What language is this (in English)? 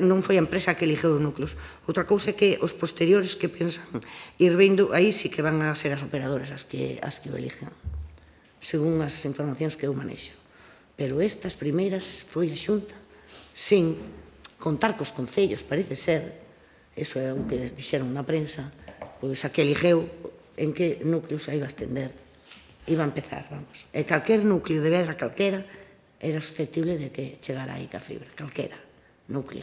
Galician